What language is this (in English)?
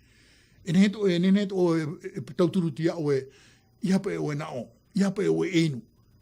Tahitian